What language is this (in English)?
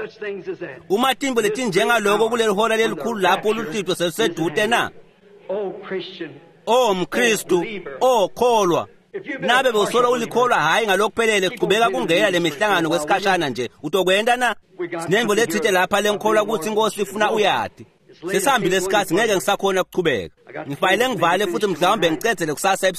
Swati